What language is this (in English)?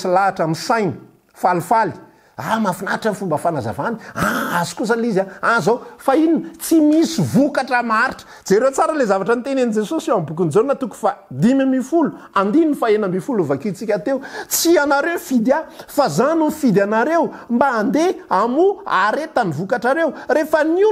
Malagasy